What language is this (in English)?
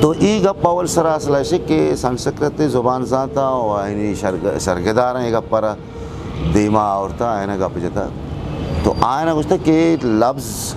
Eastern Balochi